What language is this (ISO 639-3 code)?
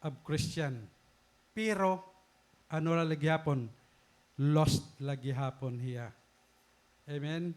war